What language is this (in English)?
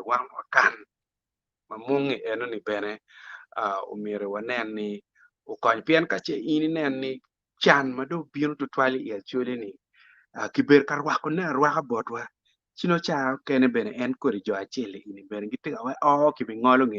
Acoli